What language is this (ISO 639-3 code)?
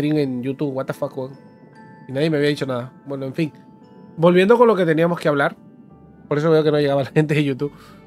spa